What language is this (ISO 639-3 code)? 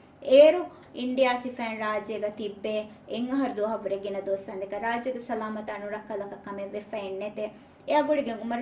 div